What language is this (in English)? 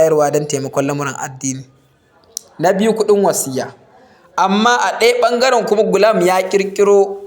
Hausa